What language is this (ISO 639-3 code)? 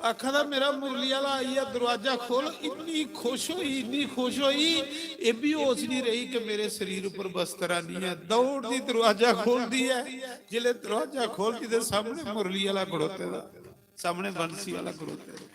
doi